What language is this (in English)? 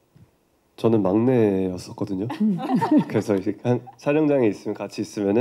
Korean